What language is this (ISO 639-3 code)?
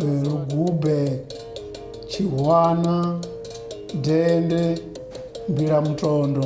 ven